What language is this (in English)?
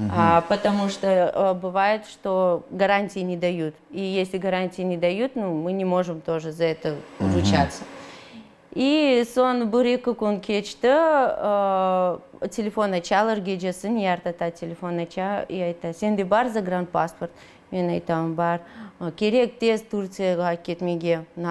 Crimean Tatar